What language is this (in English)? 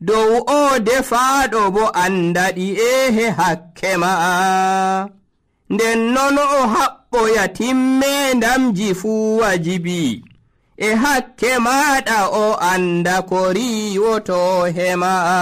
Nigerian Fulfulde